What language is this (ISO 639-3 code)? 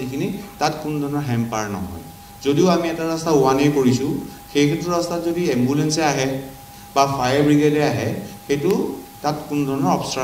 asm